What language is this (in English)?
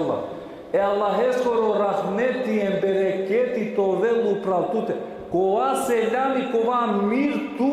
Balkan Romani